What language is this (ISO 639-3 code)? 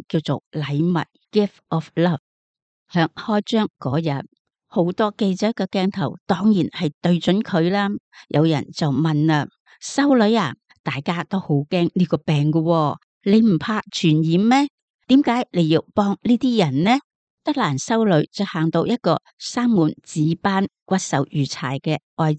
yue